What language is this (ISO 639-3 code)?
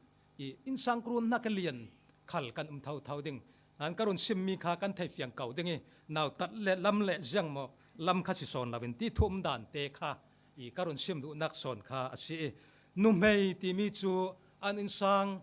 cfm